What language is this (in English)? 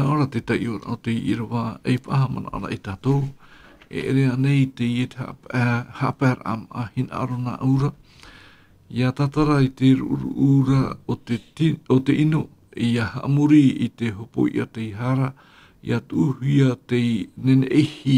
Tahitian